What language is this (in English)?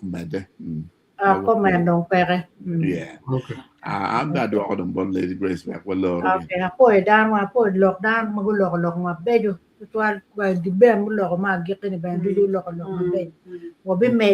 Acoli